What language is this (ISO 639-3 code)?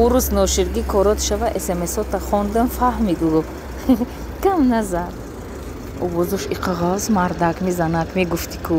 tgk